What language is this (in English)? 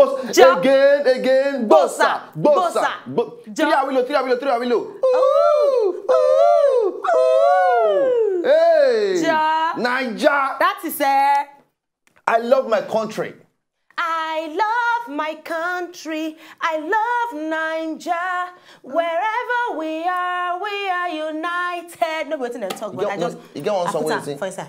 Nigerian Pidgin